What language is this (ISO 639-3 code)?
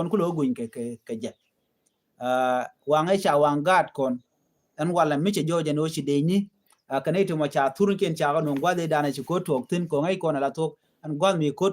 nus